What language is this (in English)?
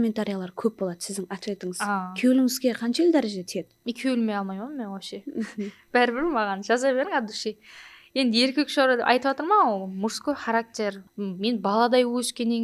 Kara-Kalpak